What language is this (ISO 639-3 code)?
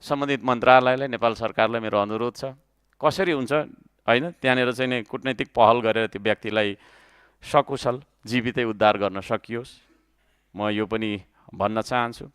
nep